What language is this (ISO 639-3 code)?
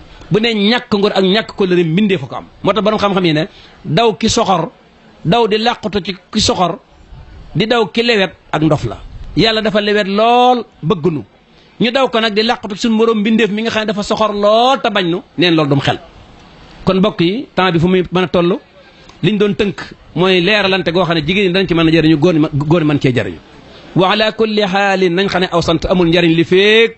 wol